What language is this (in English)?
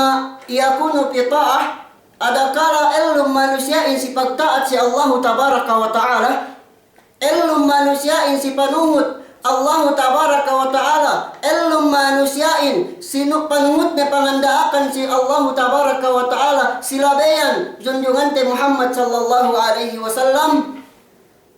Yakan